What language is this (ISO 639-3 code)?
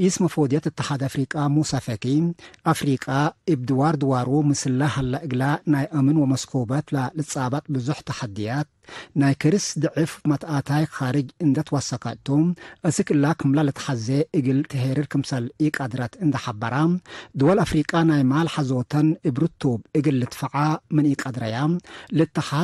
tig